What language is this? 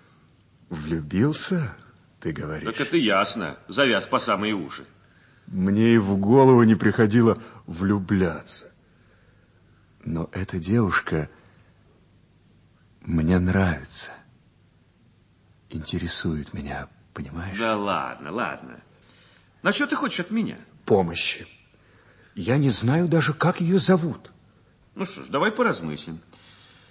Russian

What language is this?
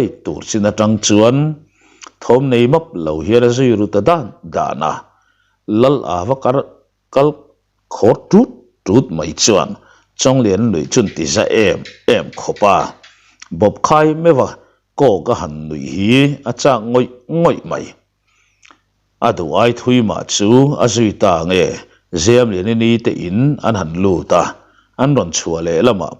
Mizo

